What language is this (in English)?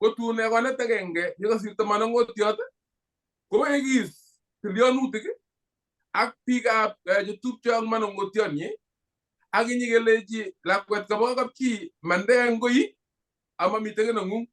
Kalenjin